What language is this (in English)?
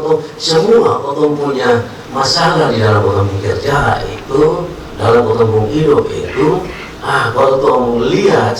Kupang Malay